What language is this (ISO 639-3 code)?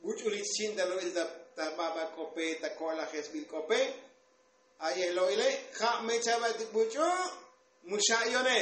tzo